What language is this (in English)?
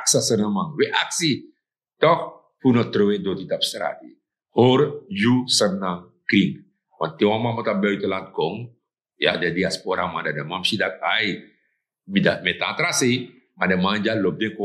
Sranan Tongo